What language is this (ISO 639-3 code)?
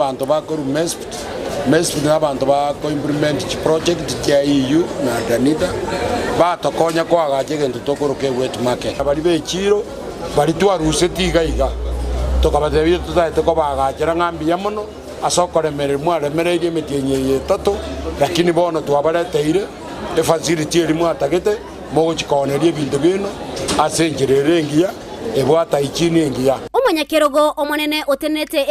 guz